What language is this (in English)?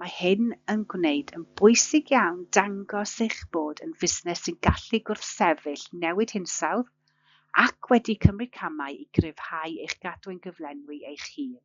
Welsh